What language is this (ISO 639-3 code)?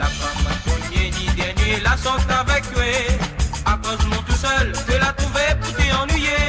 mfe